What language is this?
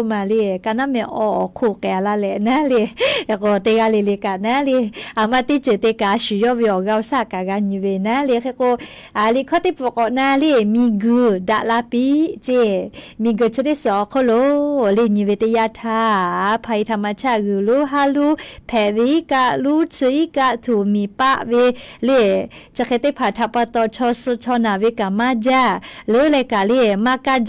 Lahu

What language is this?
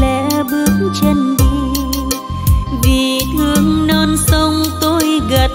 Vietnamese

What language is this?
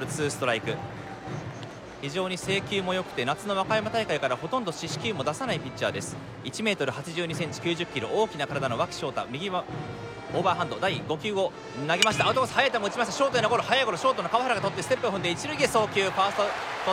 Japanese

